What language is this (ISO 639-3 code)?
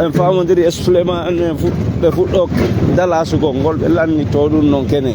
ful